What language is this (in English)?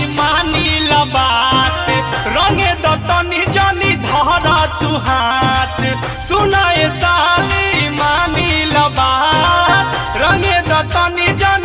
Bhojpuri